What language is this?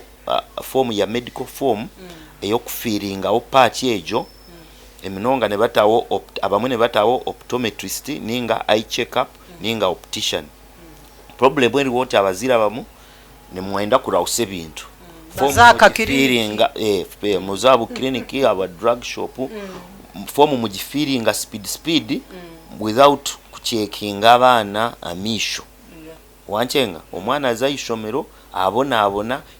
Nyankole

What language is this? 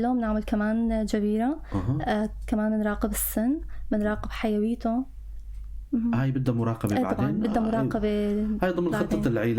North Levantine Arabic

